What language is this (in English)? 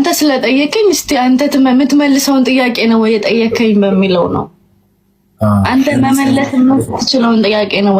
Amharic